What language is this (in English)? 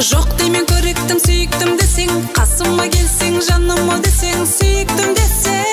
Kara-Kalpak